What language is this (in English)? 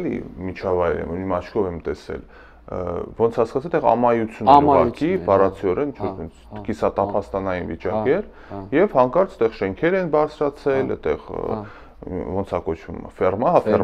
Armenian